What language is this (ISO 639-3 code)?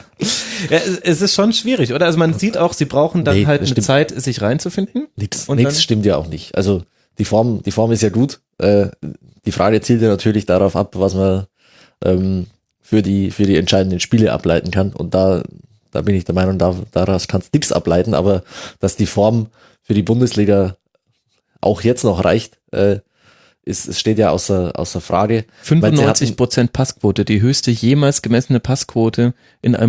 deu